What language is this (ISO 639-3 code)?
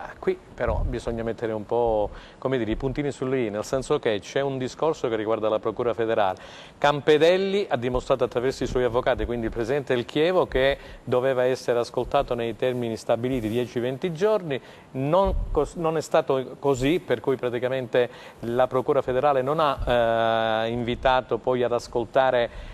ita